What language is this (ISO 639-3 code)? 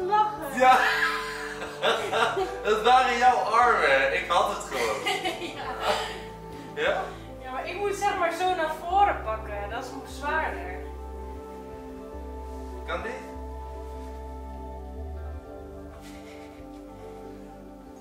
nld